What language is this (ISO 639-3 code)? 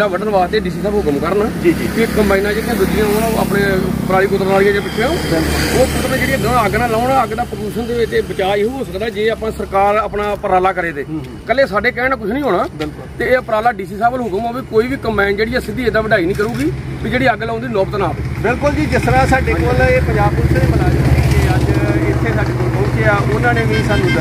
pan